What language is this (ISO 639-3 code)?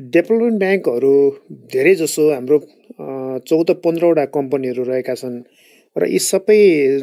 nep